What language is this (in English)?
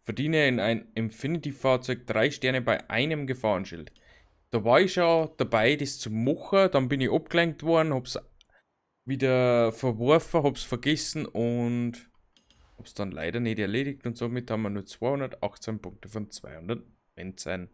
Bavarian